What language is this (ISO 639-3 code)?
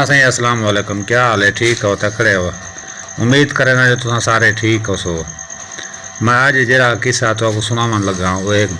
skr